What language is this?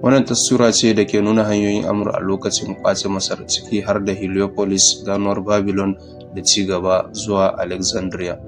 Hausa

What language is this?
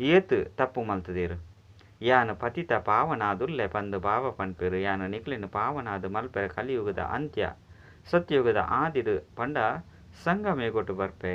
Tulu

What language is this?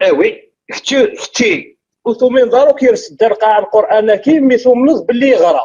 Kabyle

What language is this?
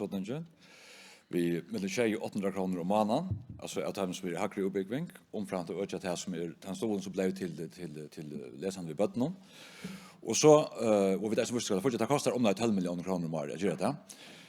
Faroese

